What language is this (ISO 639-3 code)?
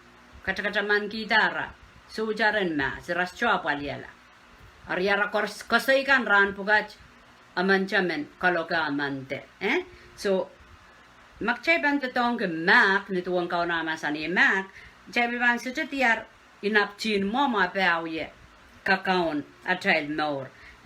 pon